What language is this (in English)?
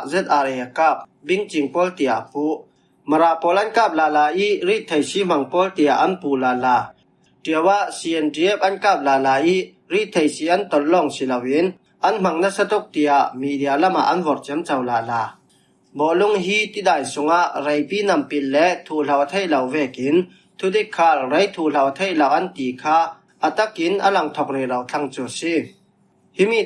Falam Chin